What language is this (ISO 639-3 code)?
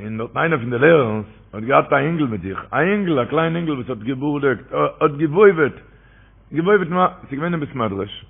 yid